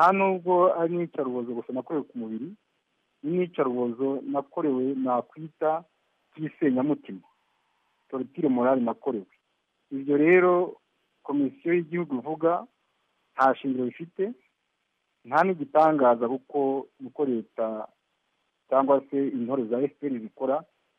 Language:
Kinyarwanda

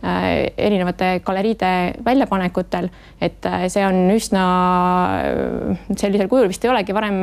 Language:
Estonian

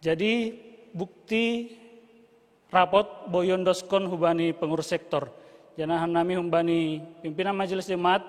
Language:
Batak Simalungun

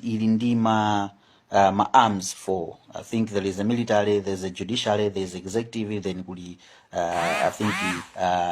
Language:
Nyanja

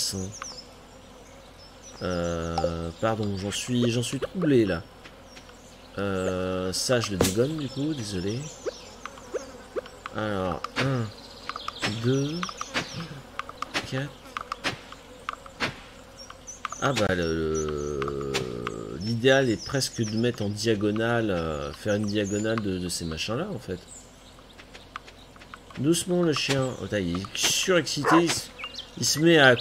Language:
French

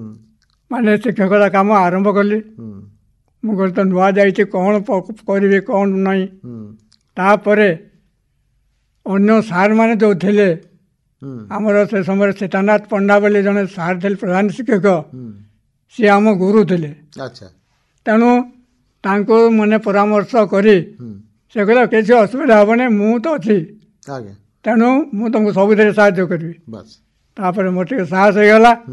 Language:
Odia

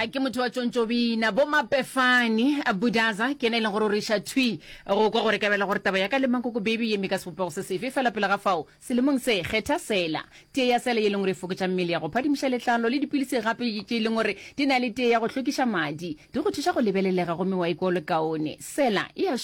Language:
Northern Sotho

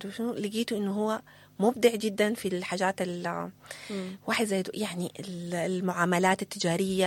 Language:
Sudanese Arabic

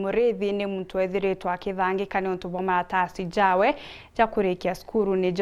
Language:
Meru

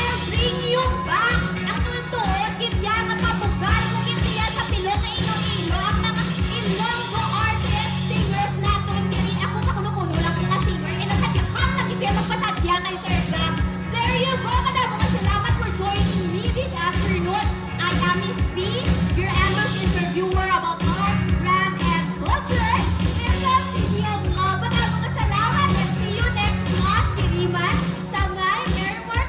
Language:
Hiligaynon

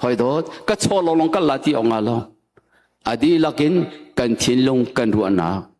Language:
Hakha Chin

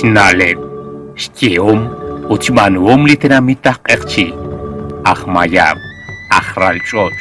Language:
Kekchí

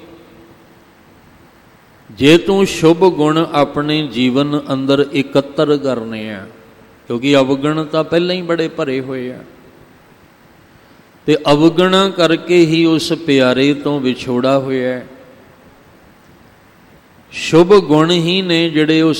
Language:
Punjabi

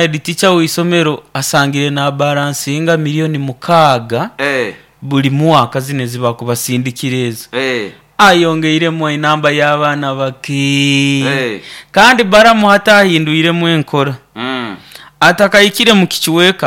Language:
Nyoro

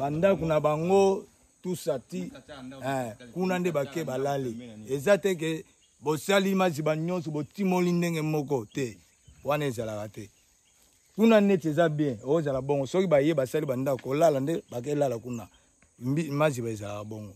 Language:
Lingala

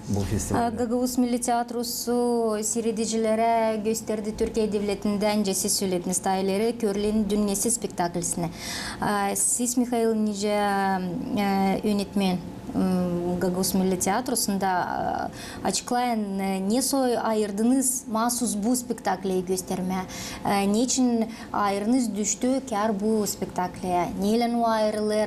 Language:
Gagauz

